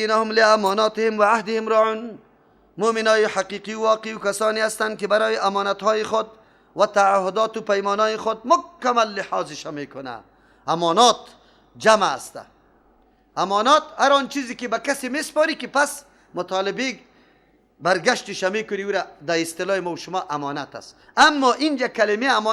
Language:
Persian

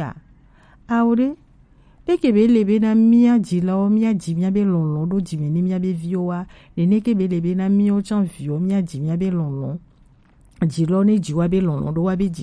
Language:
Gen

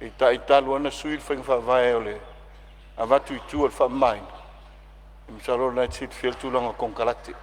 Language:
Samoan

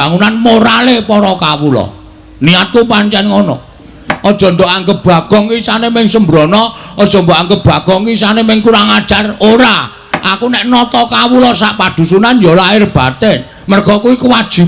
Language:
Javanese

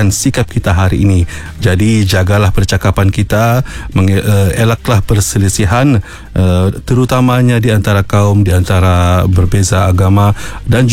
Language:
Malay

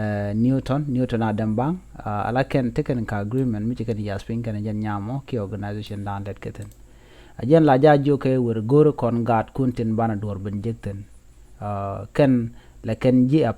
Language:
Nuer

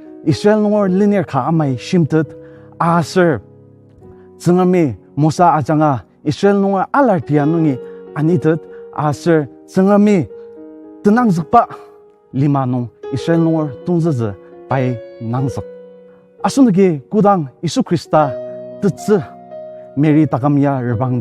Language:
Ao Naga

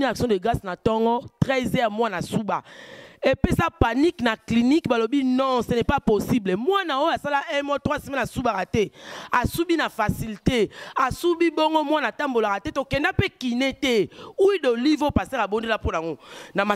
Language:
Lingala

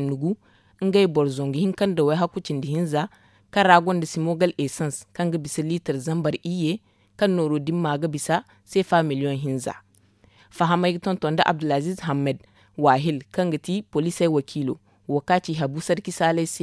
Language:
Zarma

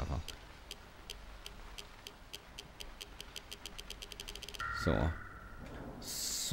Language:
Swedish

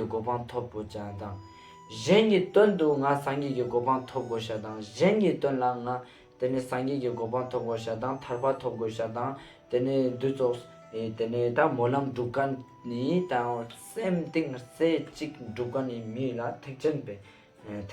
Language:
Ladakhi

